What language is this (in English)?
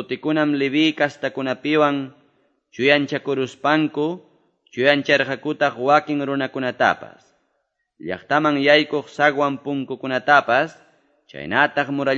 Quechua